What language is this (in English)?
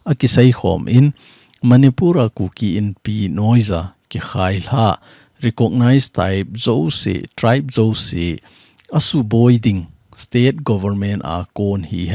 Thado Chin